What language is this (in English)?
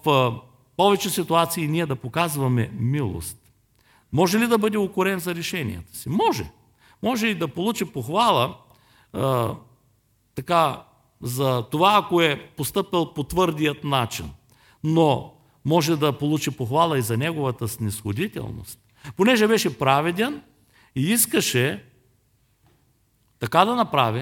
Bulgarian